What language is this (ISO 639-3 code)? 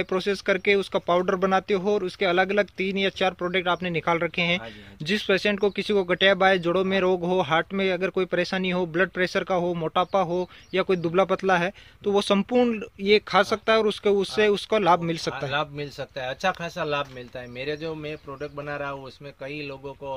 hin